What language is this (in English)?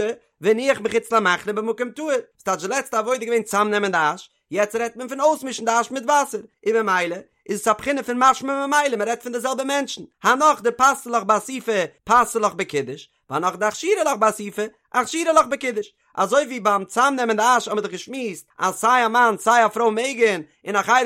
Yiddish